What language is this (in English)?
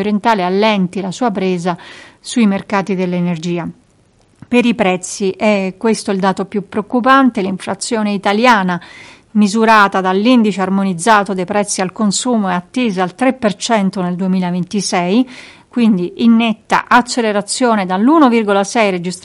Italian